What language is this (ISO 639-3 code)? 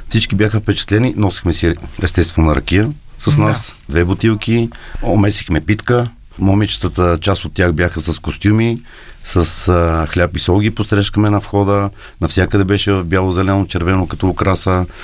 bul